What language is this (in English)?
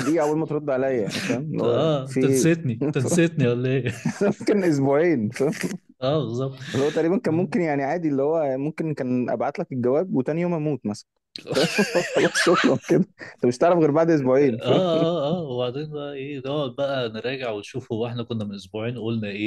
Egyptian Arabic